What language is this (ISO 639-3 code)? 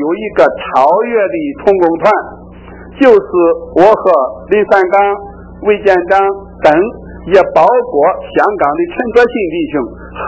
zho